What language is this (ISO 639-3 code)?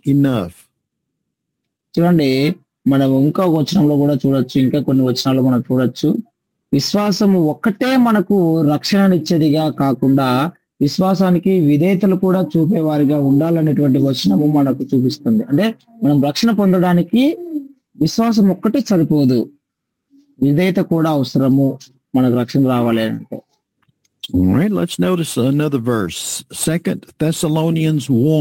tel